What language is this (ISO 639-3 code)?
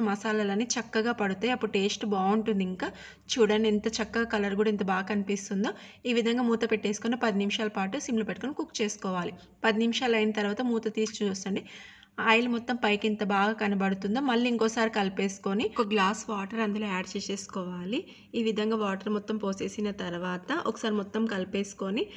tel